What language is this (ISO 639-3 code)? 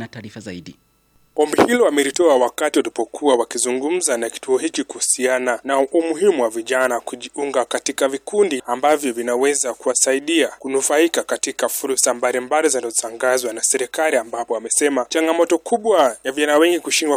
swa